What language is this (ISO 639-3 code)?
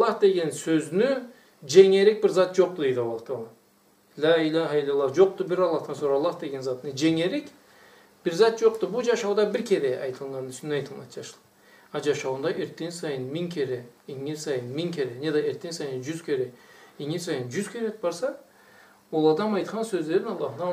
krc